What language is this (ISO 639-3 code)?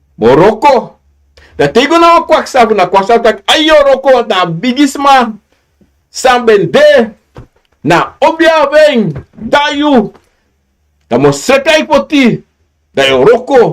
srn